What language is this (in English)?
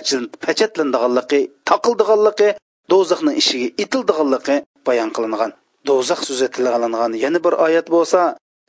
Uyghur